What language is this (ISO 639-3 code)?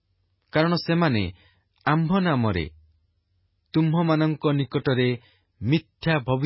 ori